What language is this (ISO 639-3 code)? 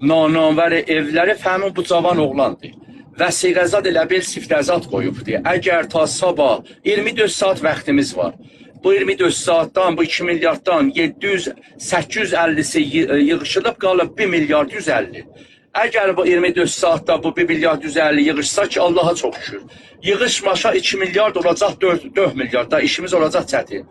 aze